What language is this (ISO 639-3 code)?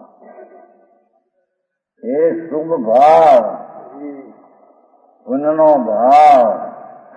guj